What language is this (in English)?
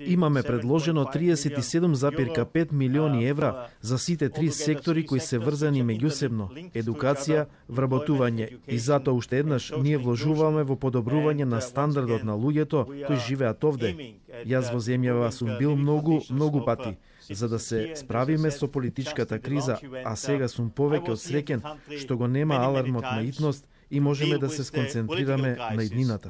Macedonian